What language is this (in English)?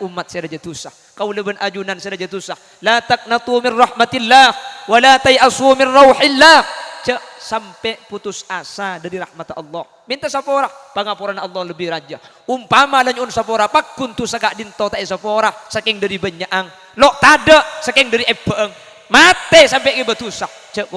Madurese